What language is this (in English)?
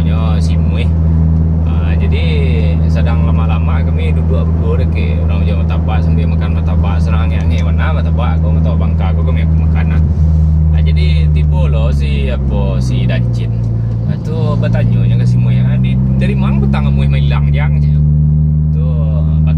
Minangkabau